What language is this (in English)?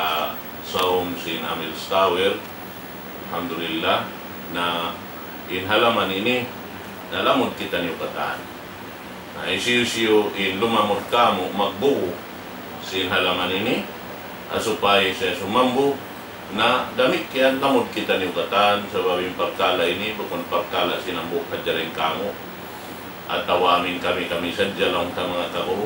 Tausug